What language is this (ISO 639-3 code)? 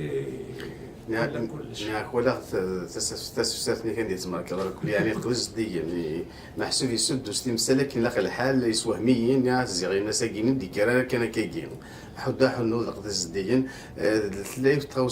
kab